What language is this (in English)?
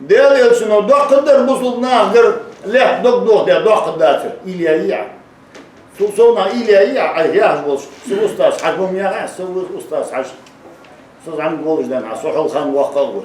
Ingush